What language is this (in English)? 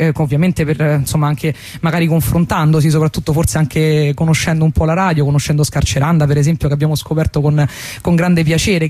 Italian